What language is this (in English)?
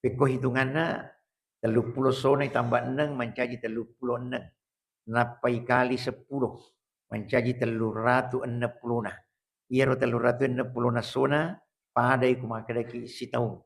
Buginese